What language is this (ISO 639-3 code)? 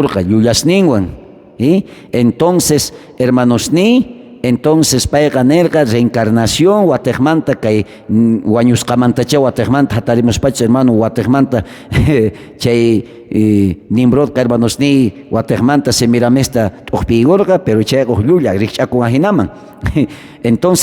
quh